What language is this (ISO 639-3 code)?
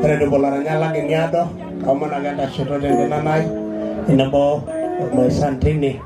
mas